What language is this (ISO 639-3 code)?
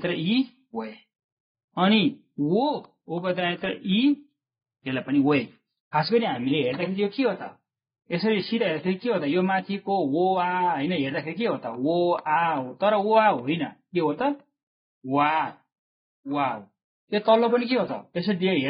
nep